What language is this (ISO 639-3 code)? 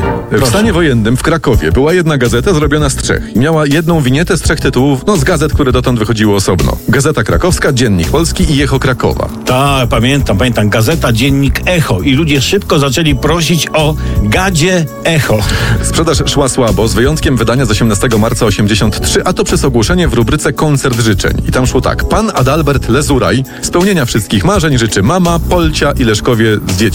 pol